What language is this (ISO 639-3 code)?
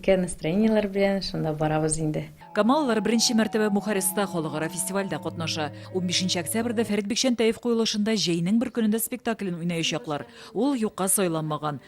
tat